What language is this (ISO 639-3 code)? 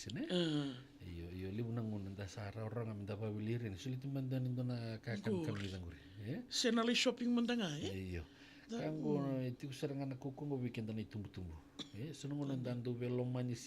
fij